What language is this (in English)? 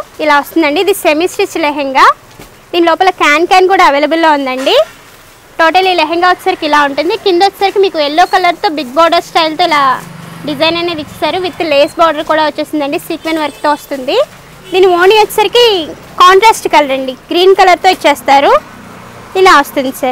Telugu